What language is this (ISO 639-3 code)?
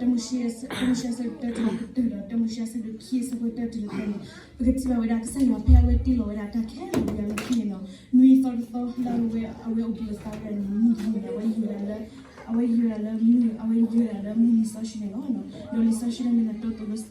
ksw